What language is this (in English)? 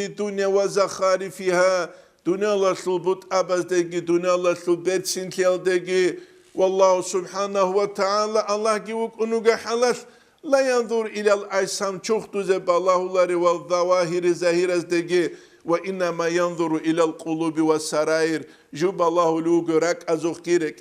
Avaric